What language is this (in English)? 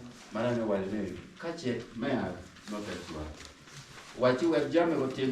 Acoli